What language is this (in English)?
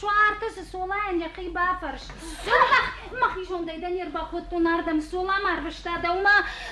Ossetic